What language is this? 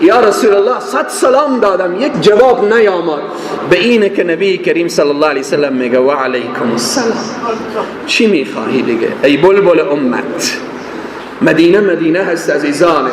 Persian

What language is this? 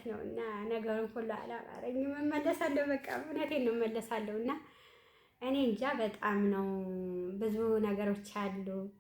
Amharic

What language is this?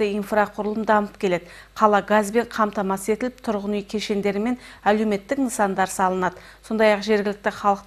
Kazakh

